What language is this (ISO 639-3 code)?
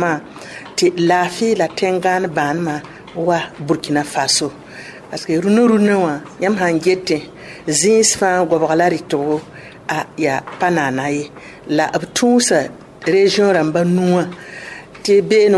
mos